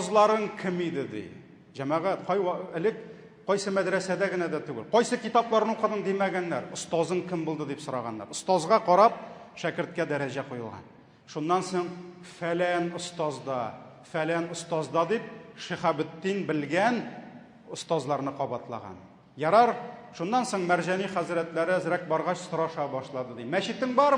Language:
Tatar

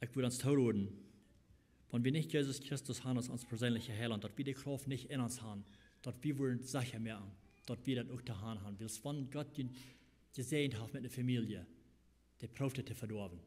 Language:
Plautdietsch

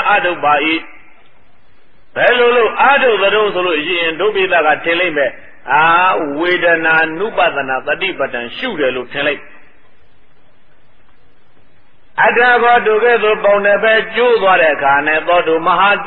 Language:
Burmese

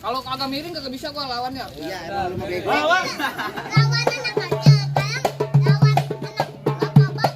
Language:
Betawi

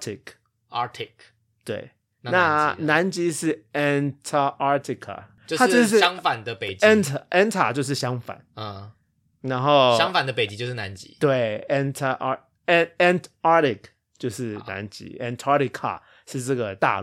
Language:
Chinese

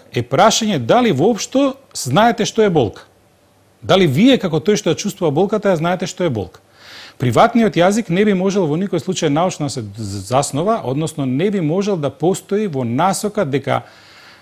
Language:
Macedonian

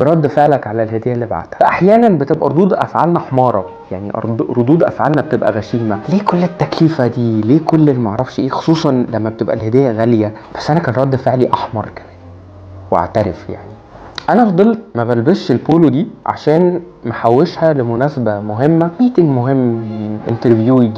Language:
Egyptian Arabic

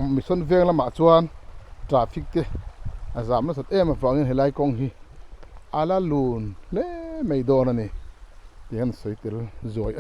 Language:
Mizo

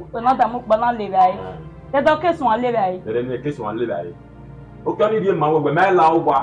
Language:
Bini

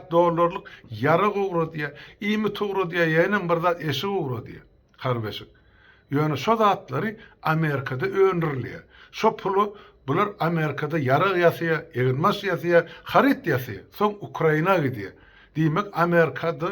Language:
Turkmen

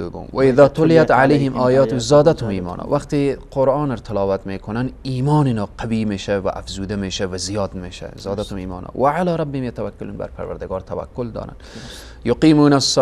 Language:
Persian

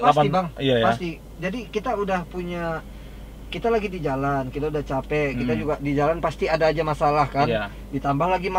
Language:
Indonesian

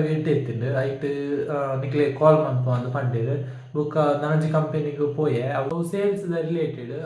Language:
Tulu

